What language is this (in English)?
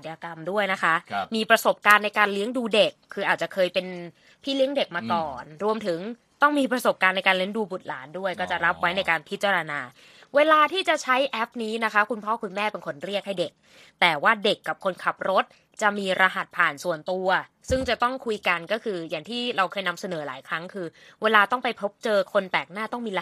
Thai